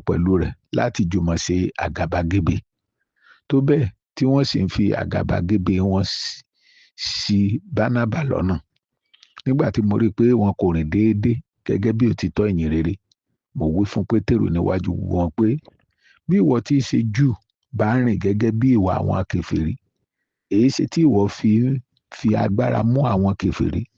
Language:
Yoruba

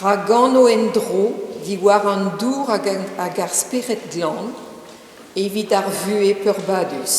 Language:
Breton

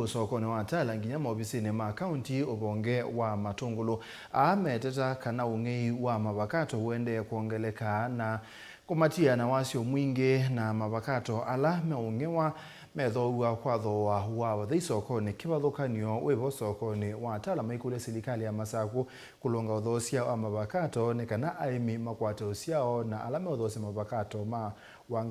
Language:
Kamba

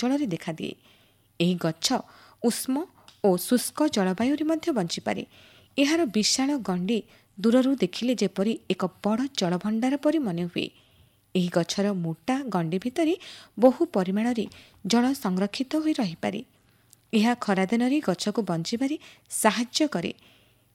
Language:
Odia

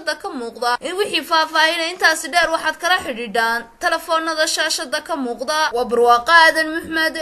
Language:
Somali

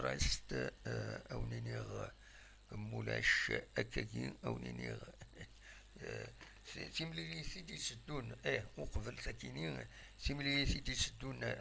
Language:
Kabyle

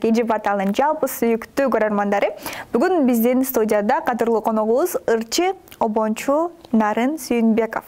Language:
Kyrgyz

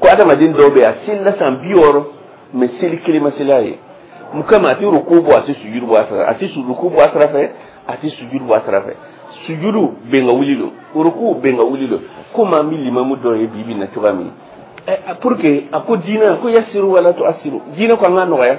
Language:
Dyula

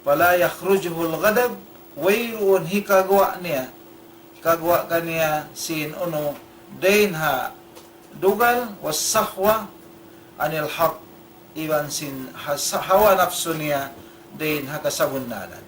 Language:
Tausug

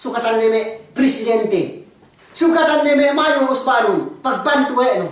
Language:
Yakan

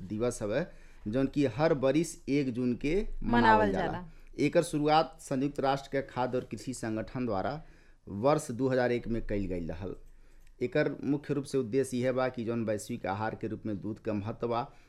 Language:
Bhojpuri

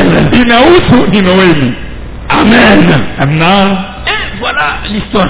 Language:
Swahili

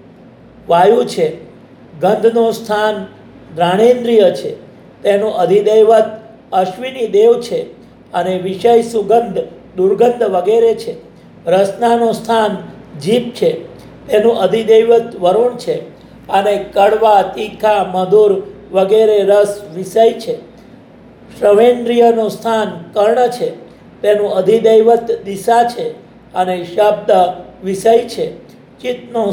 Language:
Gujarati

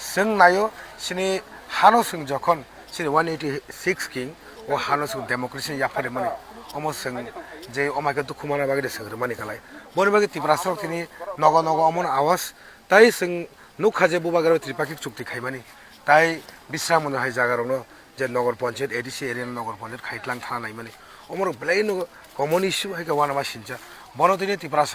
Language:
Kok Borok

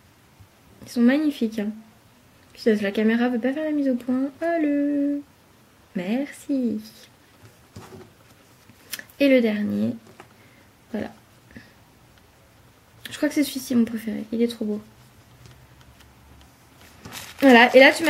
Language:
French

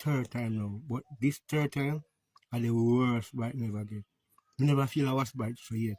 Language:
Jamaican Creole English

